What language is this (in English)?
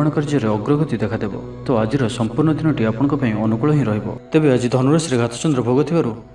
Odia